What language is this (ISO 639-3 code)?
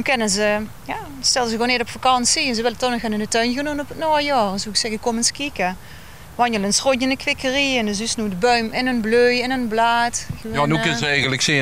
lim